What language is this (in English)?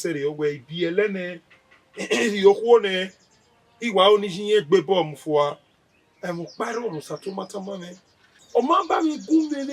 Bini